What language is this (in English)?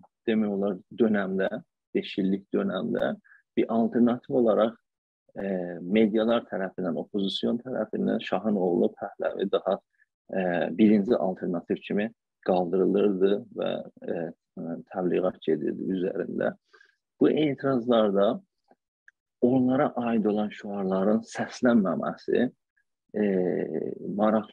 South Azerbaijani